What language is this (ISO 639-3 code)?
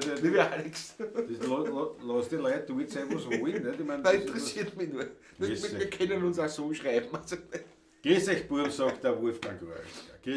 bar